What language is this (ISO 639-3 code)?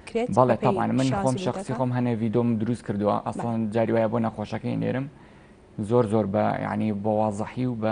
ckb